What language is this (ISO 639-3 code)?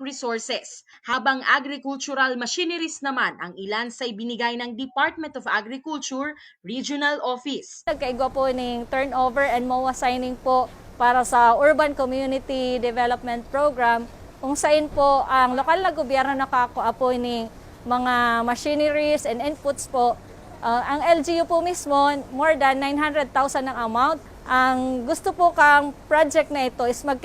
bik